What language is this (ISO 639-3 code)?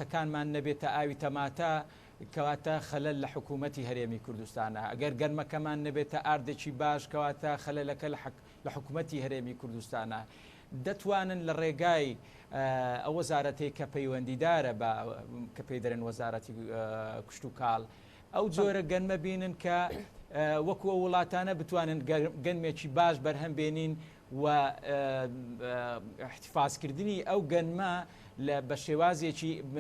ckb